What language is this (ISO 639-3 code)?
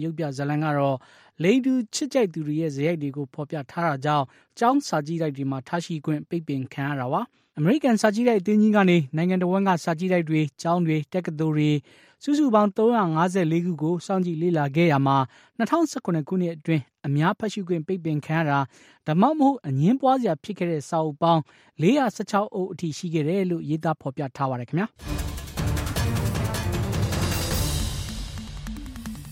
mya